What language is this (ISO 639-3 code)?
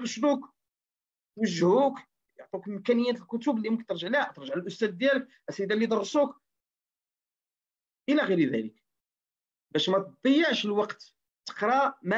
ary